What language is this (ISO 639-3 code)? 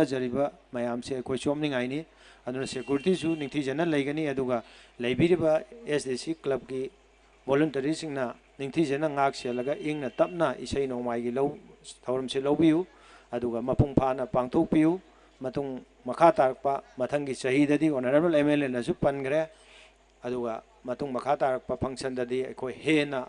mni